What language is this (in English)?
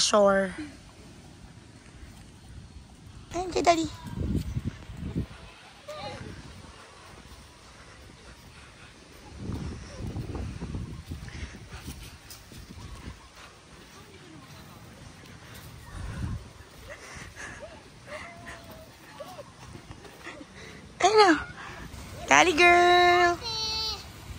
Filipino